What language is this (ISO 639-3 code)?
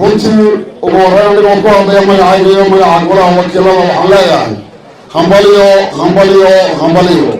som